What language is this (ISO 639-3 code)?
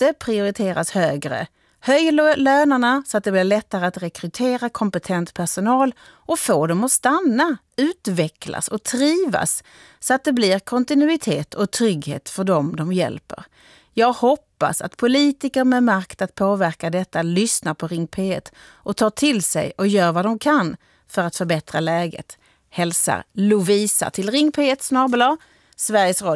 swe